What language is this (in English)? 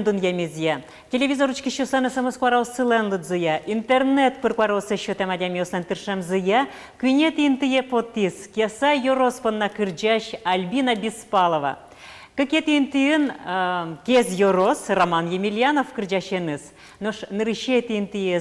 Udmurt